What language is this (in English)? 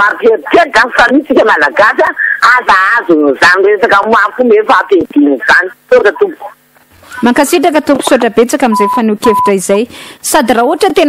Malagasy